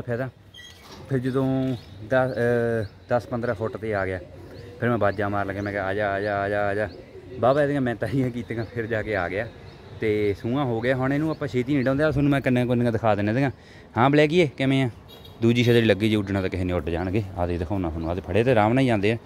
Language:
Punjabi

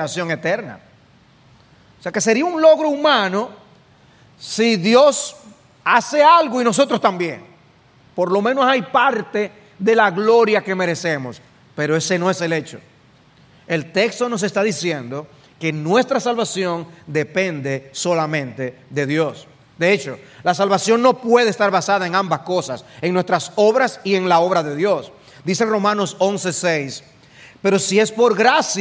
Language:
Spanish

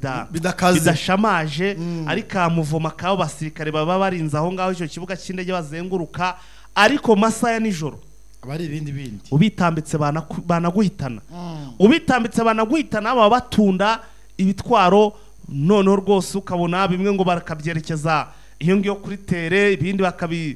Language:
Kinyarwanda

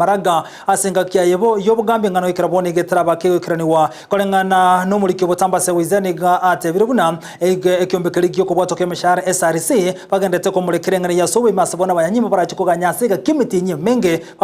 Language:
Gusii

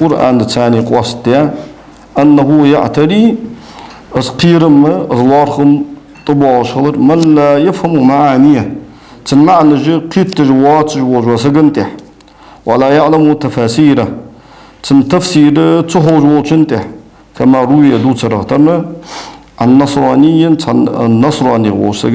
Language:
Ingush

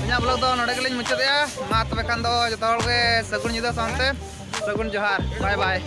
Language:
Santali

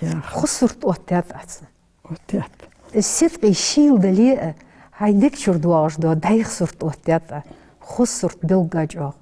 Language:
Ingush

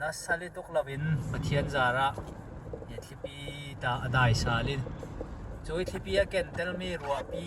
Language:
Falam Chin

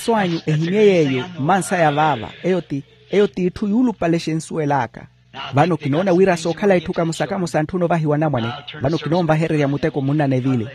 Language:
Makhuwa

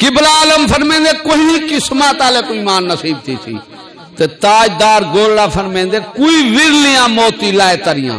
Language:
Saraiki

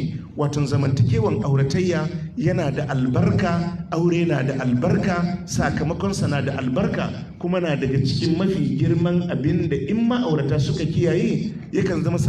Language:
Hausa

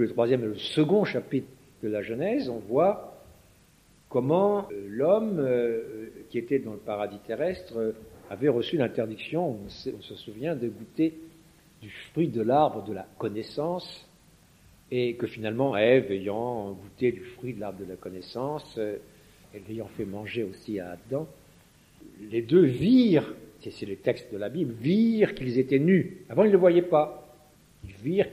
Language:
French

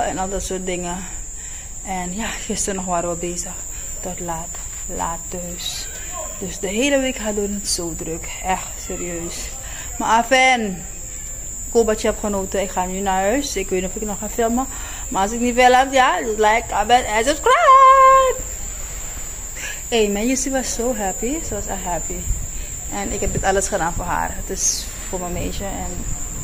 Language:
Dutch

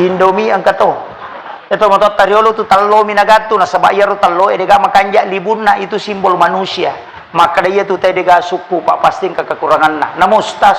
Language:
Buginese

